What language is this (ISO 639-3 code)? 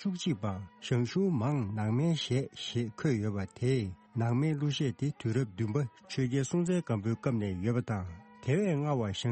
bod